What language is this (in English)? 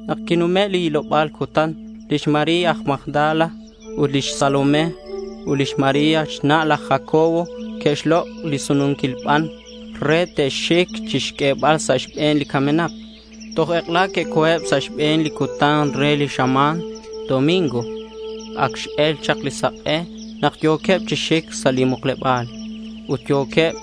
Kekchí